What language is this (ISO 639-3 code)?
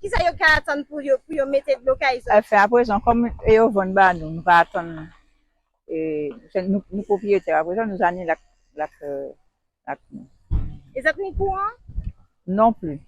gcf